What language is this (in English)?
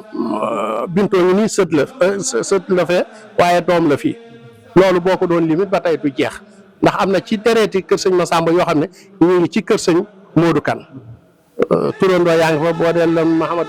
Wolof